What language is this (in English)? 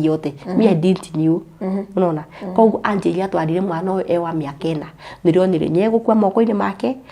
Kikuyu